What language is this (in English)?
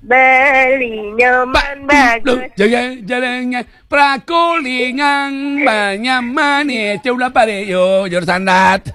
Balinese